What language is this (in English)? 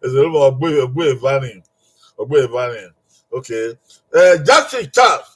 Bini